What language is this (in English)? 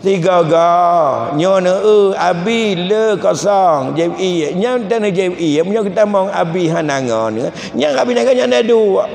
Achinese